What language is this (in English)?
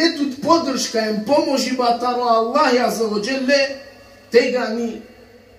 Balkan Romani